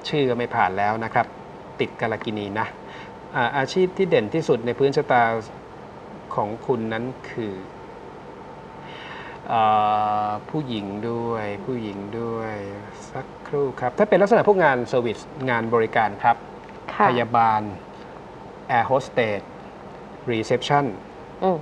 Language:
Thai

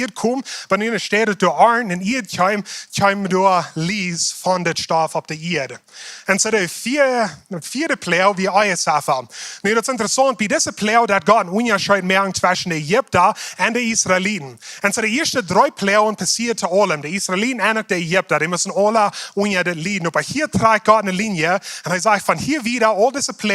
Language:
Plautdietsch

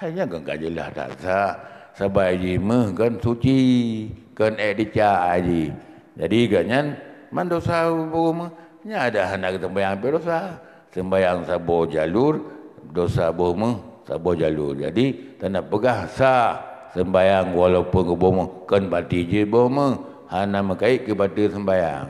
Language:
Achinese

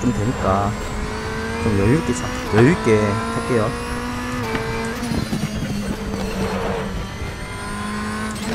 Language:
Korean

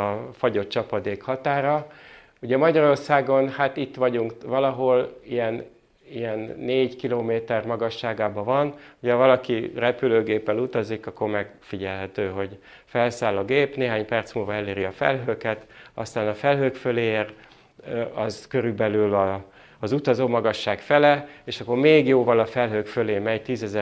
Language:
Hungarian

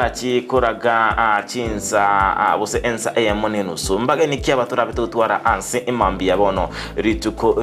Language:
Gusii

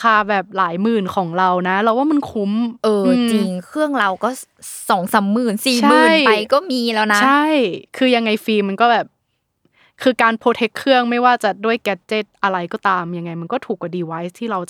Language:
Thai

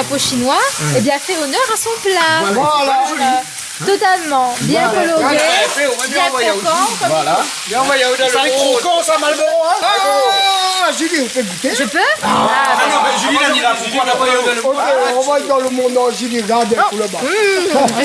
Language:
Réunion Creole French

